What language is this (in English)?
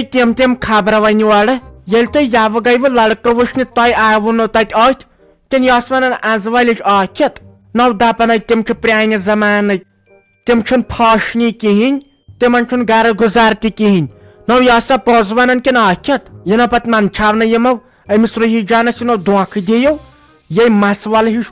Kashmiri